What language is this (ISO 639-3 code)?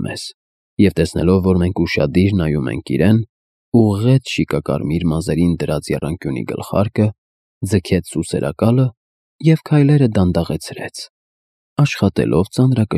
hye